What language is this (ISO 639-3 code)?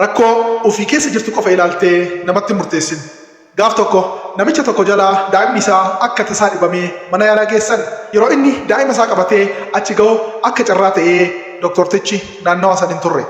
orm